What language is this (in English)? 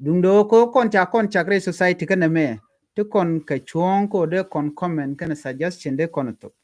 Nuer